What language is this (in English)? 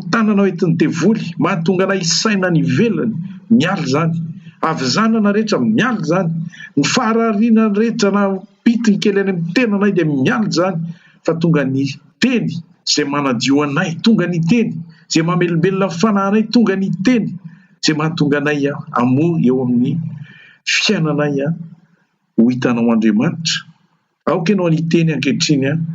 Malagasy